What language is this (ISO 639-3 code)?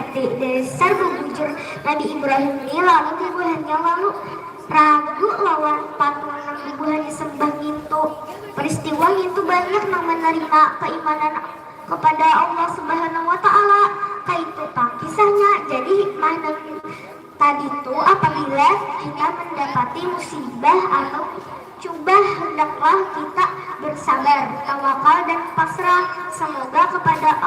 bjn